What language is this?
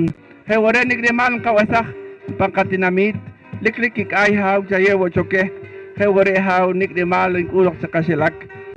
Poqomchi'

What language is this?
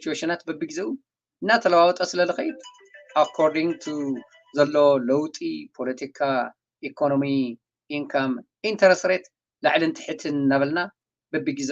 Tigrinya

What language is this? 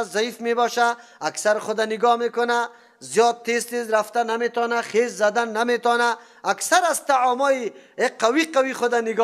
Persian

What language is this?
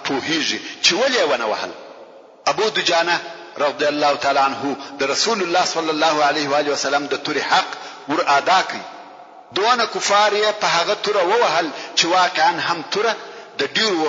Pashto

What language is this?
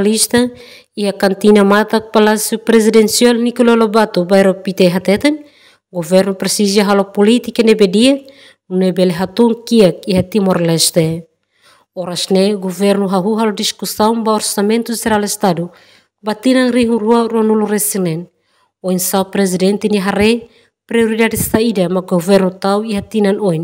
Tetum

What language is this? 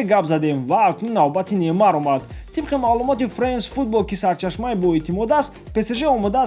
Tajik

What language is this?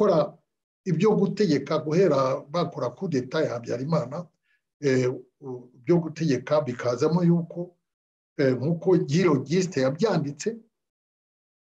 Kinyarwanda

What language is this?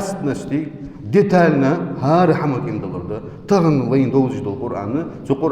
Ingush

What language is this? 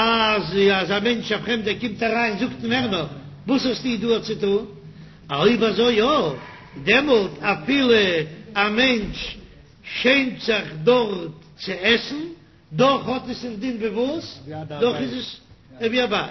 Yiddish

